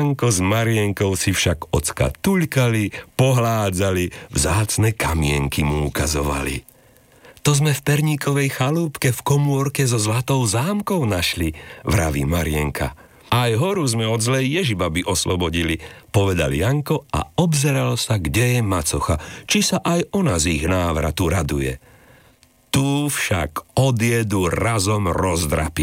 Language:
Slovak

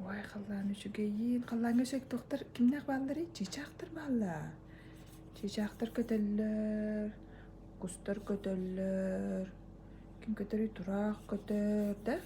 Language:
Yakut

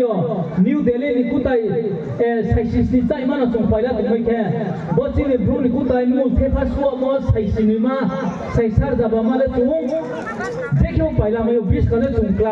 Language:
Riang (India)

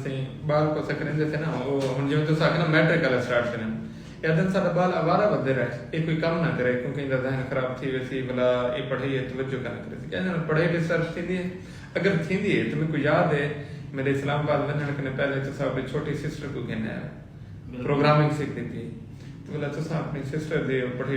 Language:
Saraiki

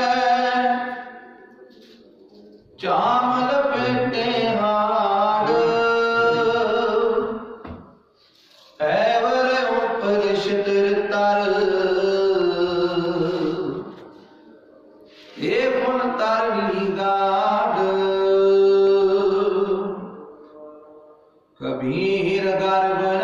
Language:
Punjabi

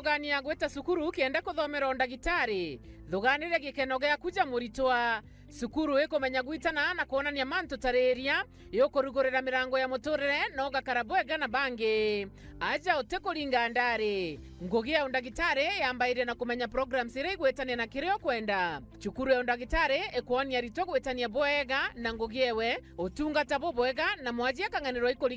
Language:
Meru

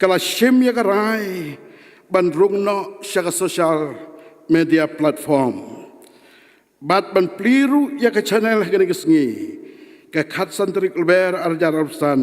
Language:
Khasi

